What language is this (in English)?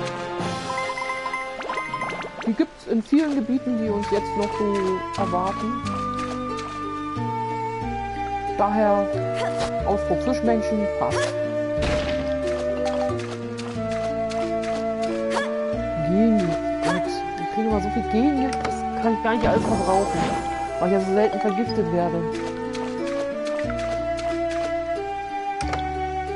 German